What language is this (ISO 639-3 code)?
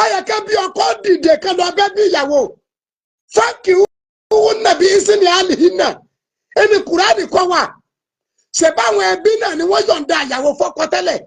yor